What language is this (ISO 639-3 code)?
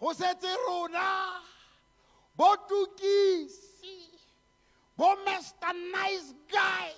tsn